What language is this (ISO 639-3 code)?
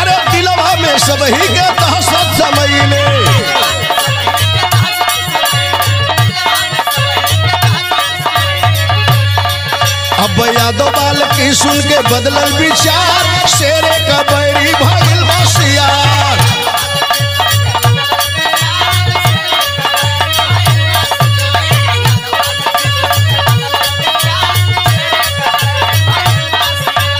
bho